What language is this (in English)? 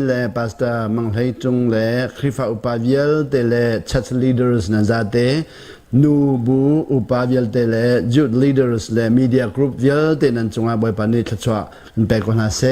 Hakha Chin